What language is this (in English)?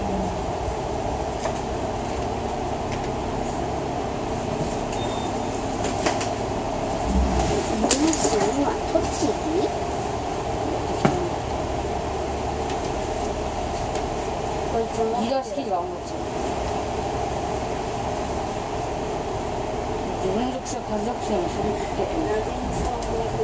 Japanese